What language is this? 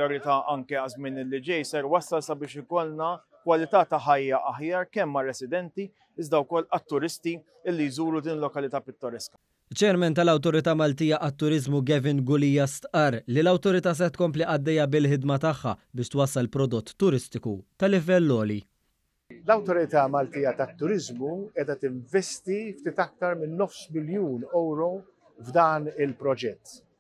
Maltese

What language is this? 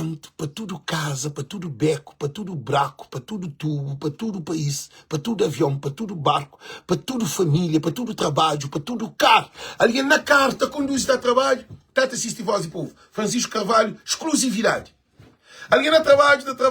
Kabuverdianu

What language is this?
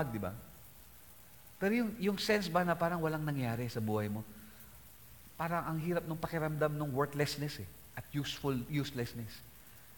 Filipino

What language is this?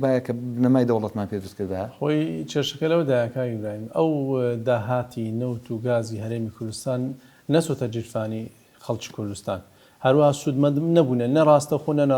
Central Kurdish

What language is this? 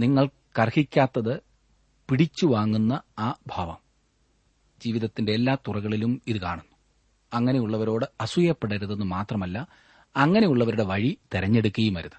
Malayalam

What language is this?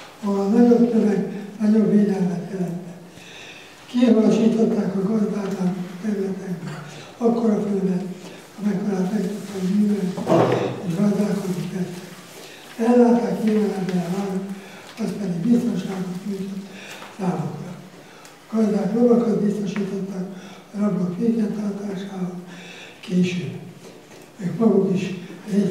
Hungarian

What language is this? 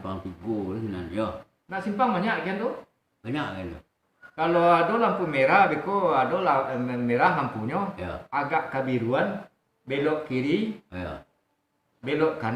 Minangkabau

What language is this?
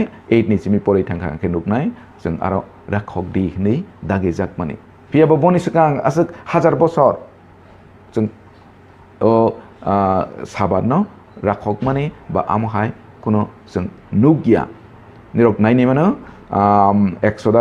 Kok Borok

